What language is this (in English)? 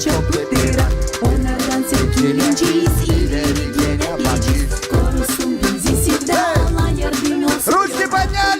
Gagauz